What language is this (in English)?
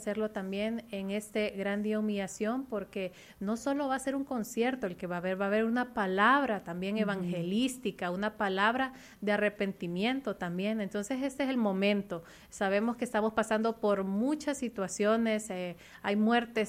Spanish